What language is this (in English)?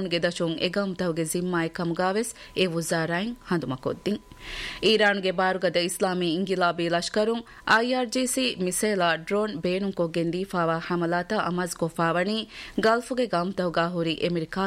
Divehi